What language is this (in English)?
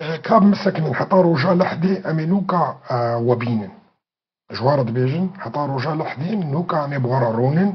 Kurdish